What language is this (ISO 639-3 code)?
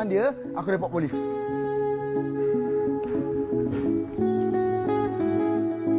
msa